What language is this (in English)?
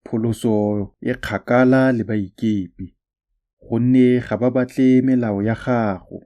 Tswana